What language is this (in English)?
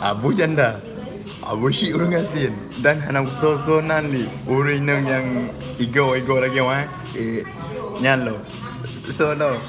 Achinese